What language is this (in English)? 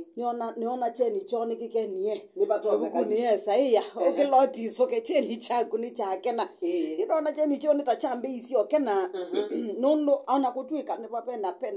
Kamba